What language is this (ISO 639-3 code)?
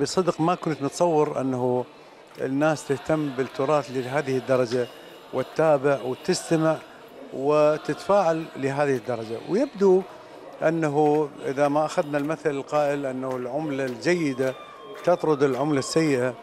acm